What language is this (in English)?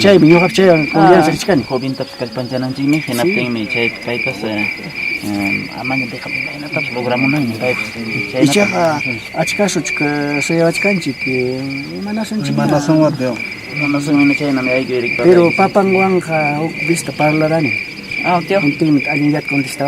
Quechua